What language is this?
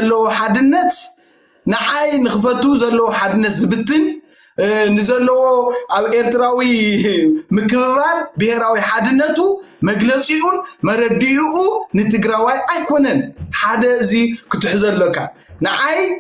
Tigrinya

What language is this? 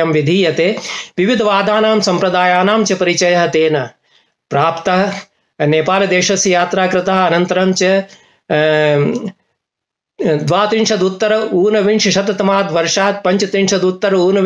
Sanskrit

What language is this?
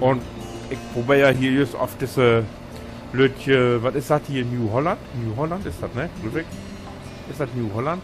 Low German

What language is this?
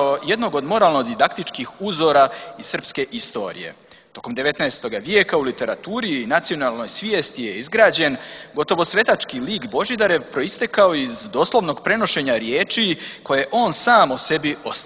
Serbian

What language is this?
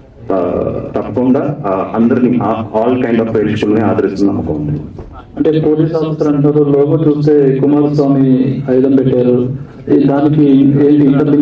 Telugu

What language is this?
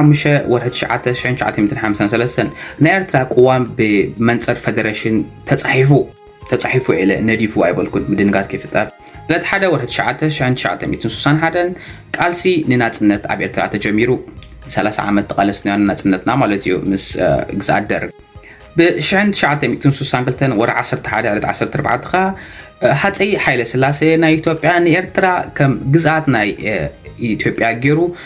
Tigrinya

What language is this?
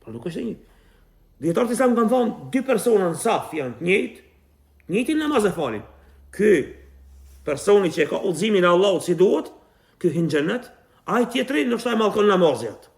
Albanian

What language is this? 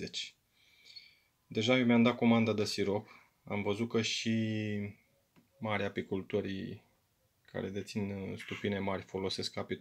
Romanian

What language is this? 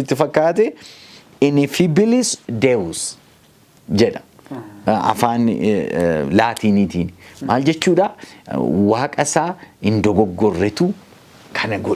Oromo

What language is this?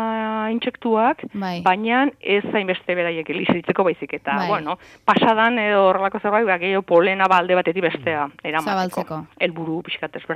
Basque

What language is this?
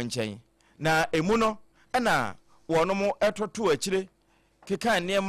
Akan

